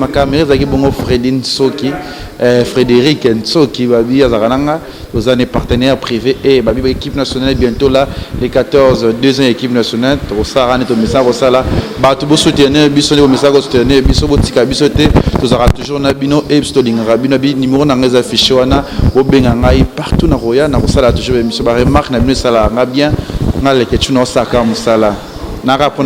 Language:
Lingala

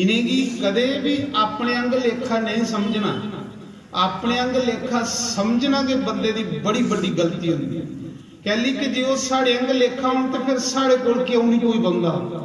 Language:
Dogri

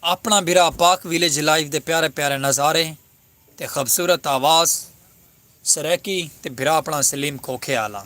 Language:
Saraiki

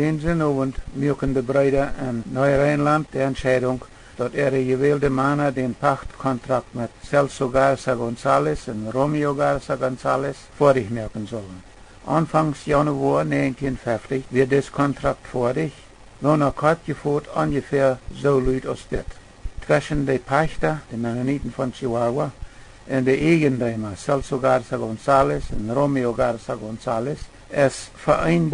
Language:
Plautdietsch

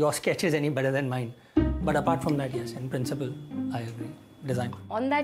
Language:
Hindi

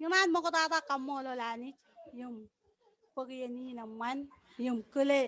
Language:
Marshallese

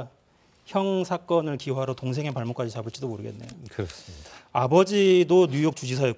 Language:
Korean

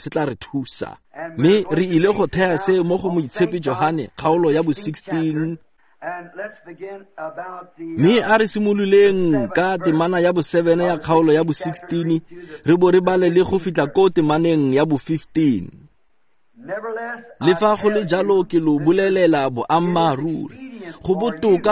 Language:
Tswana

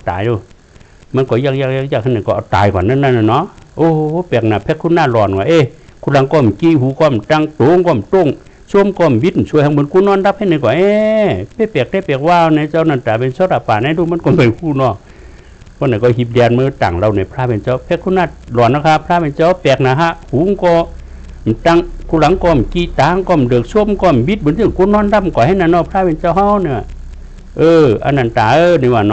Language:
Shan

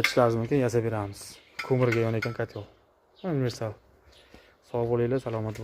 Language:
Uzbek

